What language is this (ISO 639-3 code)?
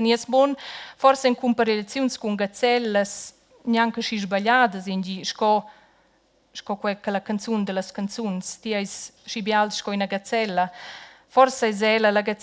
roh